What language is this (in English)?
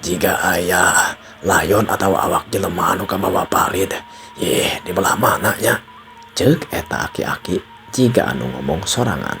Sundanese